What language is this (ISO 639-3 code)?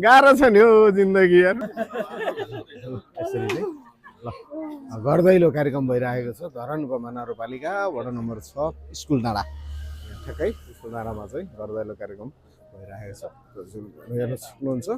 nep